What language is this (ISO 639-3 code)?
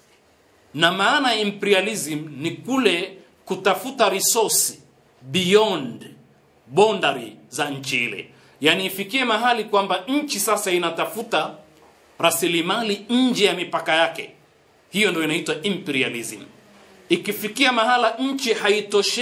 swa